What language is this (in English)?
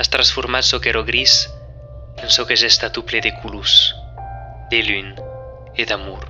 Occitan